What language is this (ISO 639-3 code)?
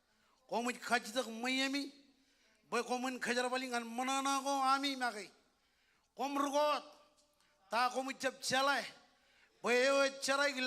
mah